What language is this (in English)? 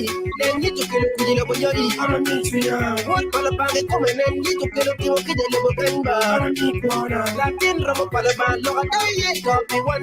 Acoli